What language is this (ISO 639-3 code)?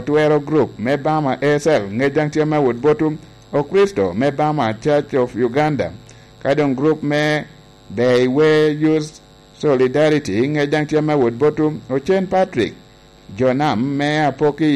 laj